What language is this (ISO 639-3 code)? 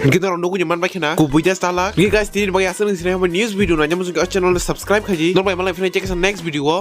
trp